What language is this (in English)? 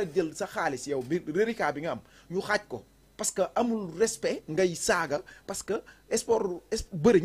Wolof